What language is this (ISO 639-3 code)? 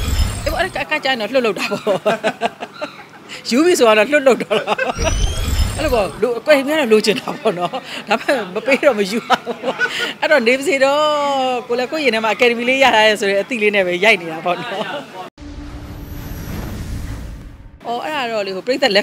mya